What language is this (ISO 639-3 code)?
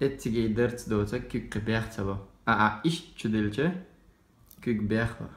che